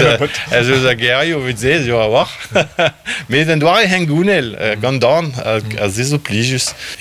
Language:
Breton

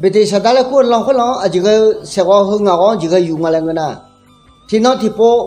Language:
Akha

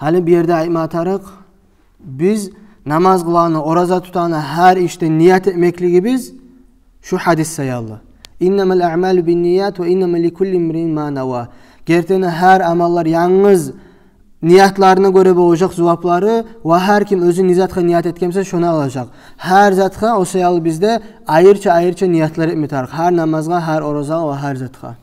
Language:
Kumyk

